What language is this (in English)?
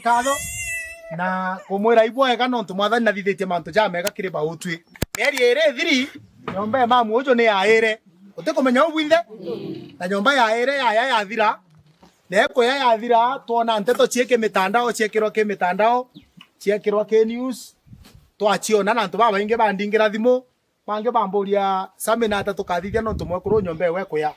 Meru